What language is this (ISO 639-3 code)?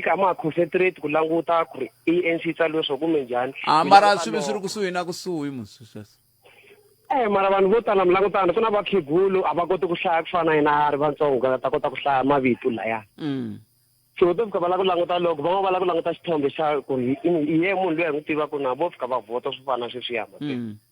tso